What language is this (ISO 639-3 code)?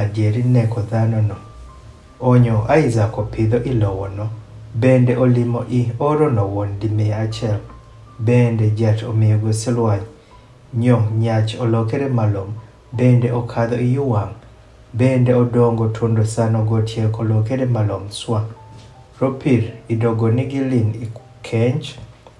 adh